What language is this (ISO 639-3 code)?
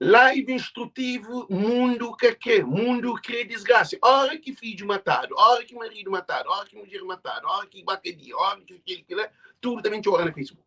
kea